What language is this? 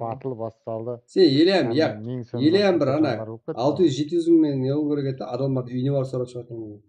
Kara-Kalpak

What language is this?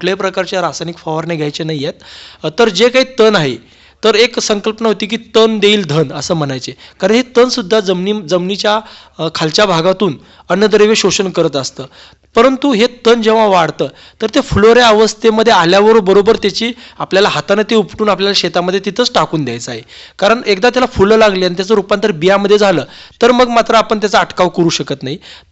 Marathi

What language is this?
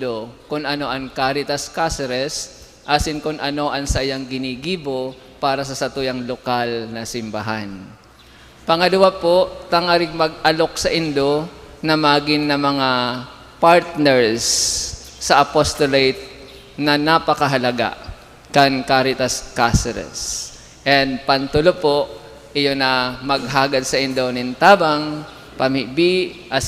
Bikol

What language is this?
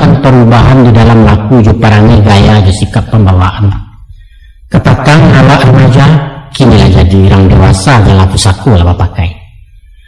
Minangkabau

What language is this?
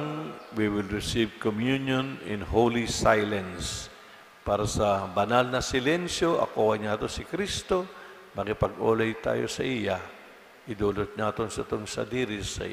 Bikol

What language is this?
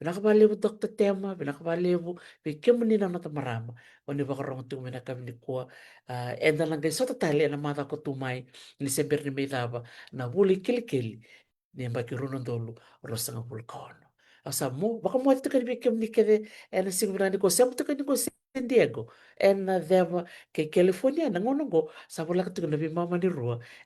Fijian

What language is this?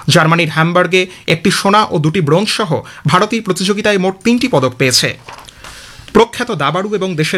Bangla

